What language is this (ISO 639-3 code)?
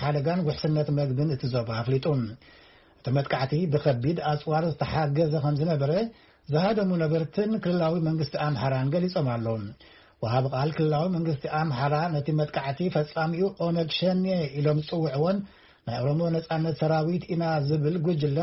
tir